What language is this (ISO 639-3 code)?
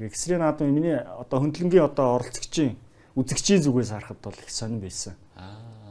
mon